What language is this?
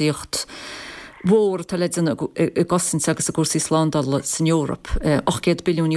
Irish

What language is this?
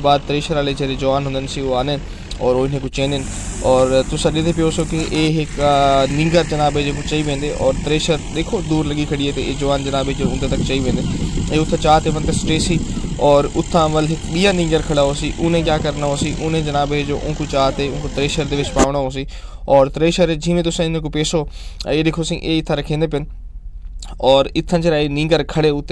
Saraiki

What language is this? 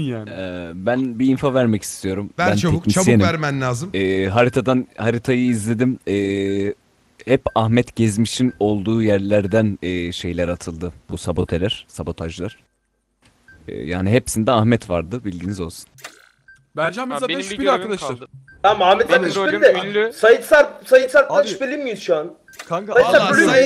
Turkish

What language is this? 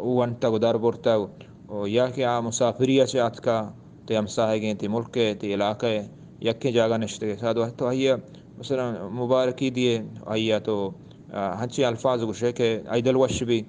Eastern Balochi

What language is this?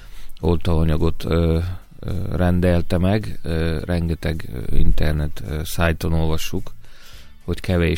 Hungarian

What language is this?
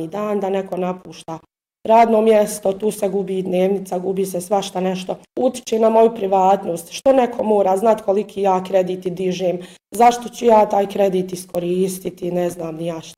Bosnian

